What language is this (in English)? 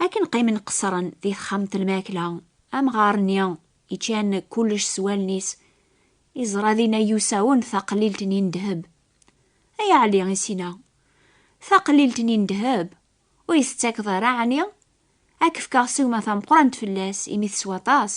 Kabyle